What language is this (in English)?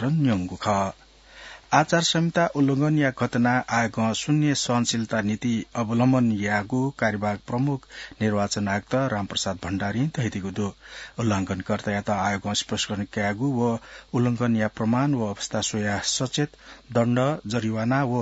Newari